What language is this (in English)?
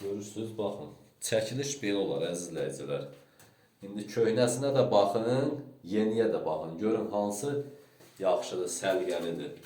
Azerbaijani